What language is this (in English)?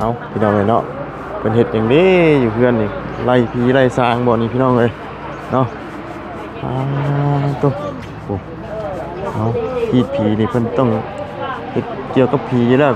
Lao